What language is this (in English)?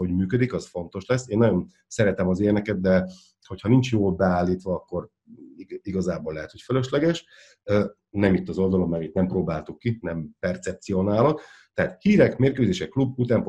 Hungarian